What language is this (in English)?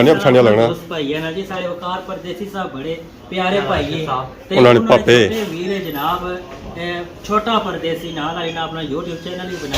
Pahari-Potwari